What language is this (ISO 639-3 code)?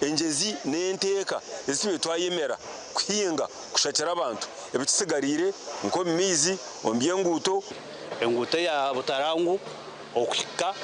nyn